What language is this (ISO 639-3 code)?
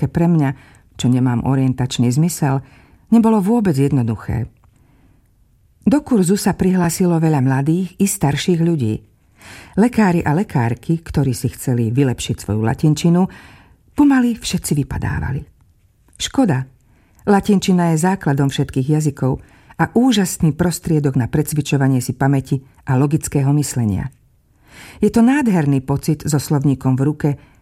slk